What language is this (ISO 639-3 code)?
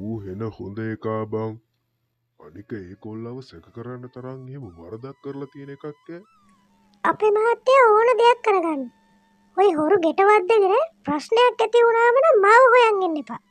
sin